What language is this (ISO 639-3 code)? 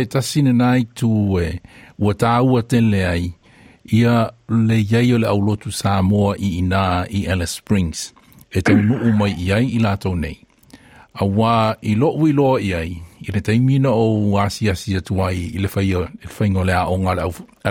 smo